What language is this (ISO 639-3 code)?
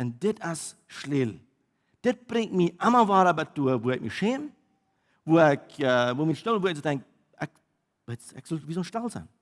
pdt